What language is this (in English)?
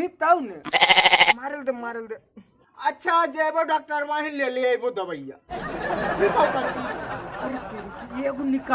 Magahi